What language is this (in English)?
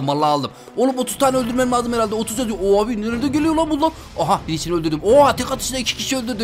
Turkish